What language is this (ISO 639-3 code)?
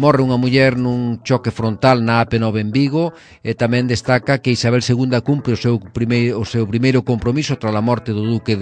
glg